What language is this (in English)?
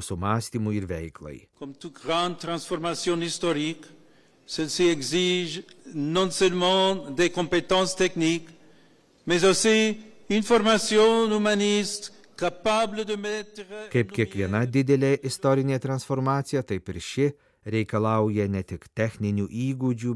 Lithuanian